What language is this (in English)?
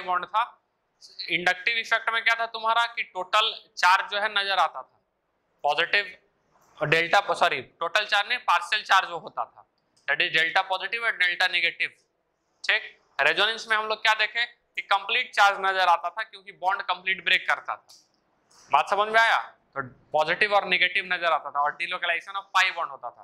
Hindi